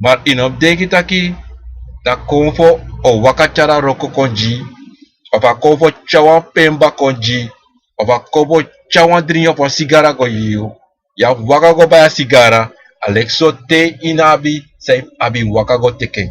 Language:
Sranan Tongo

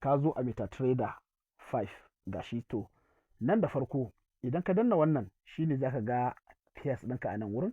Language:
Hausa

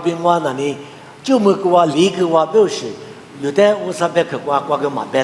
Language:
Lisu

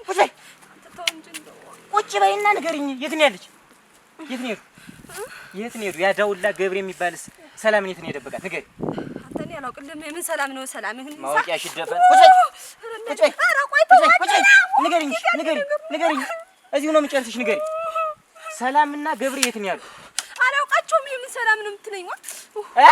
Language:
Amharic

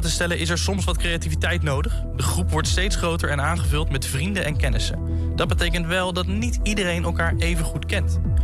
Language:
Dutch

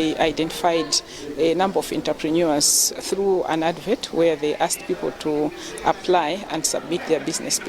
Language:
English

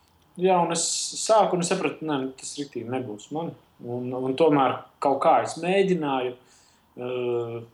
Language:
Latvian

